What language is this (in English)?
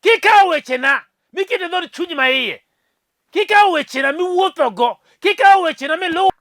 Luo (Kenya and Tanzania)